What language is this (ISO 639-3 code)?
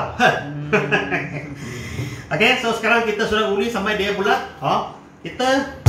msa